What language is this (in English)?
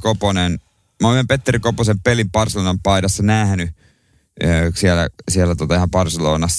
Finnish